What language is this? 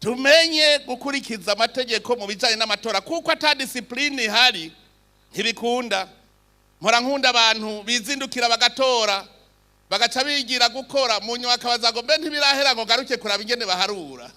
Rundi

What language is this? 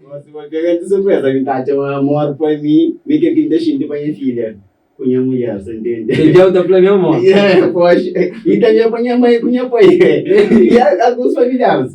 Kabuverdianu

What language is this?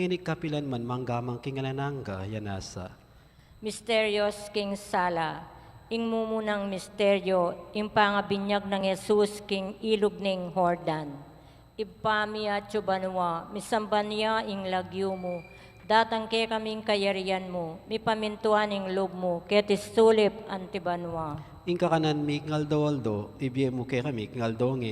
Pampanga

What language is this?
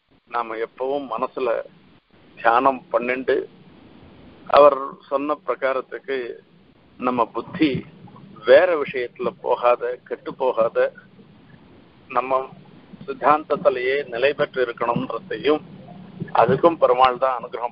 Tamil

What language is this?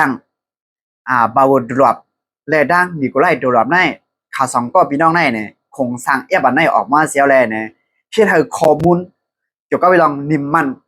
Shan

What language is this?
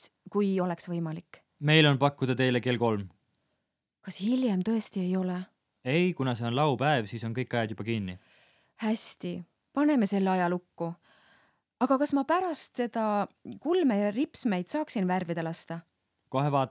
Estonian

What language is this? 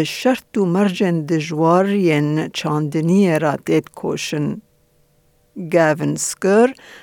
Kurdish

